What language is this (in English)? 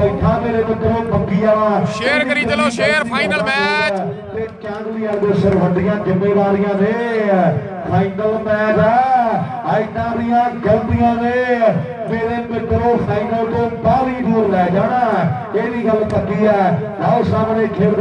Punjabi